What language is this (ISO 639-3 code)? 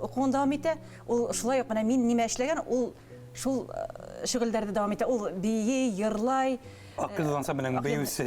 bak